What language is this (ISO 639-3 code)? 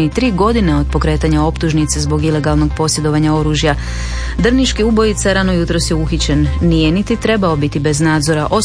hrv